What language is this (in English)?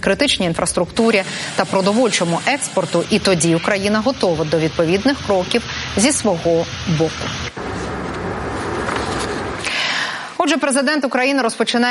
Ukrainian